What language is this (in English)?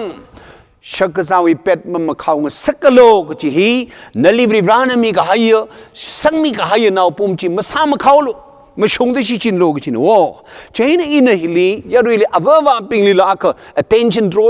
Tangkhul Naga (India)